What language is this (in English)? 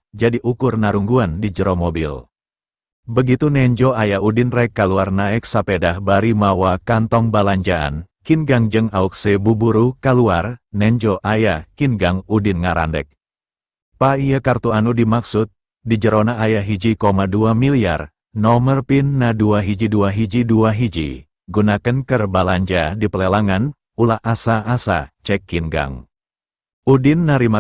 Sundanese